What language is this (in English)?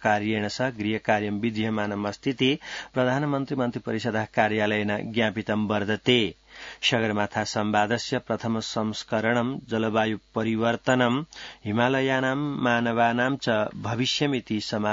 Sanskrit